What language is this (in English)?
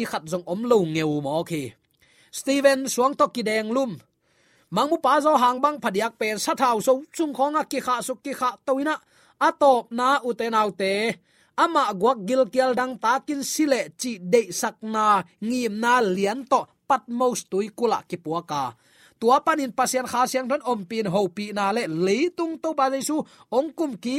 Tedim Chin